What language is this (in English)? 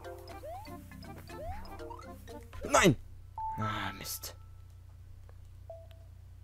German